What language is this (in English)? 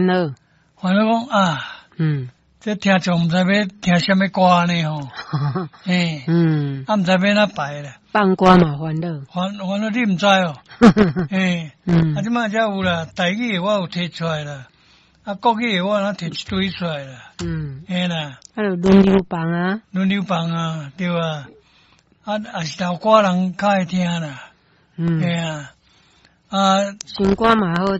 Min Nan Chinese